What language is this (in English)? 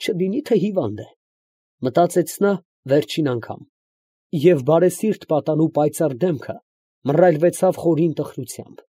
Armenian